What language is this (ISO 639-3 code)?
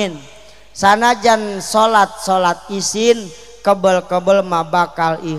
sun